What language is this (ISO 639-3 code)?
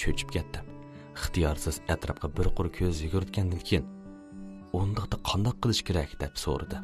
uig